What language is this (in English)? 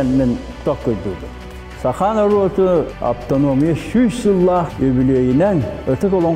Yakut